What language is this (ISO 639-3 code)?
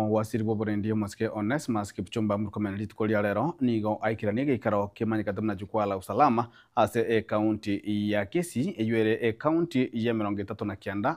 guz